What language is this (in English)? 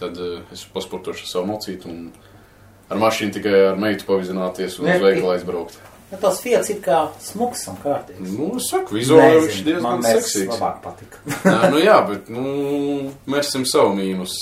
Latvian